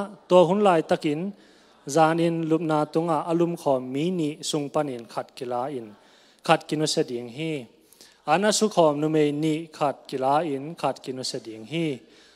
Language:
Tedim Chin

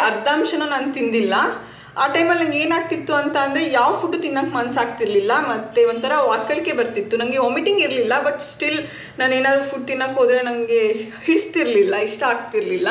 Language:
Kannada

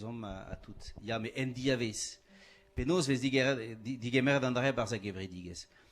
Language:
Breton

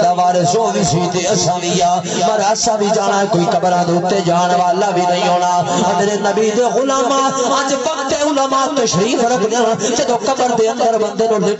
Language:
Saraiki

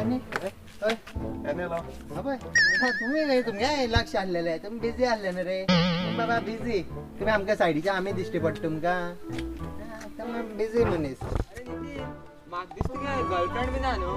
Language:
Konkani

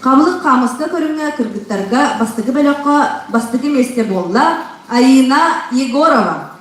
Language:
Yakut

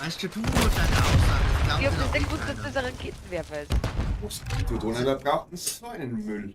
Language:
Bavarian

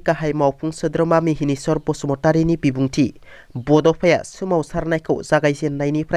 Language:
Bodo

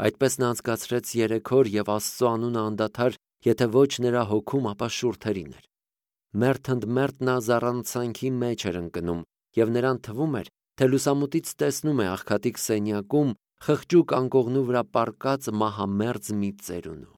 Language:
Armenian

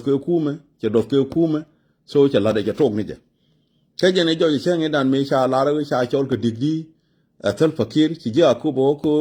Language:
Nuer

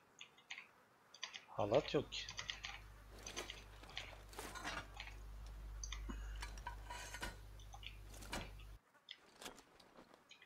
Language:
Turkish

